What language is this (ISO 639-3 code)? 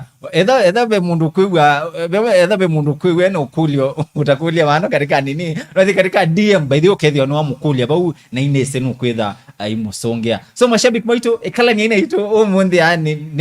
kam